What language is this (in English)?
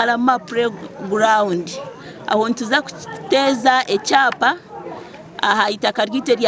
Nyankole